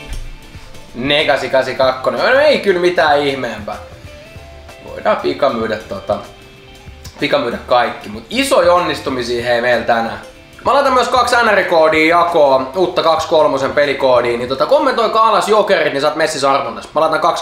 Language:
Finnish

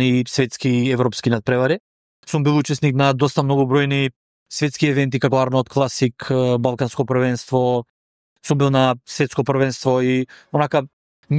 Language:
Macedonian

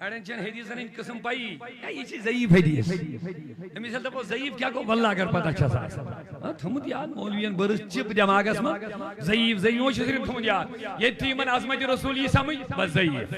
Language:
Kashmiri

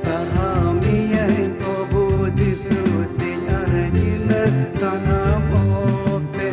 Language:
Santali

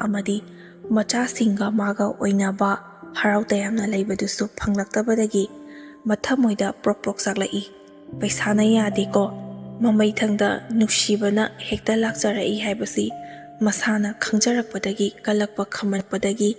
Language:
Manipuri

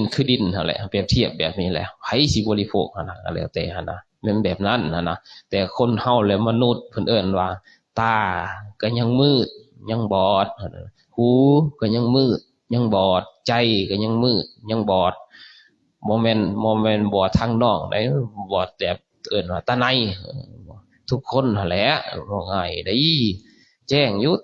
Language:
Lao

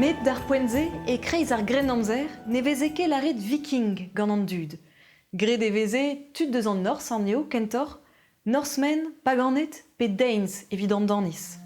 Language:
Breton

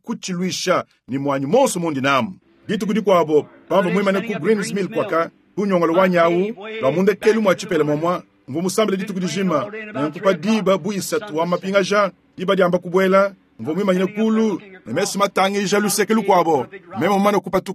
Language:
Luba-Lulua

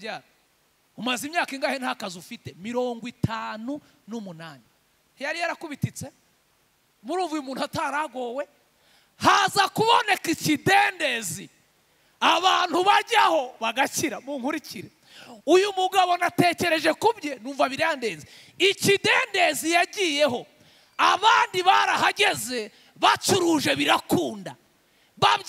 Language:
Kinyarwanda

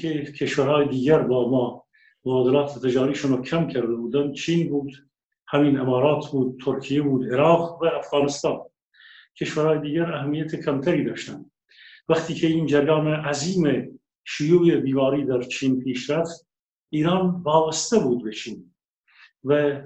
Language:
Persian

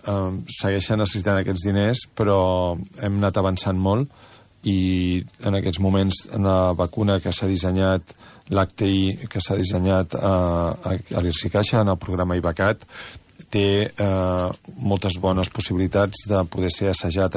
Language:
Catalan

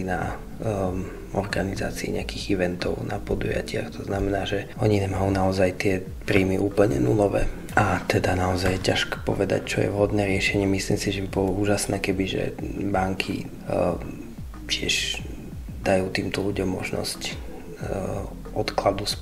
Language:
Slovak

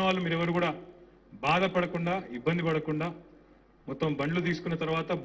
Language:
Telugu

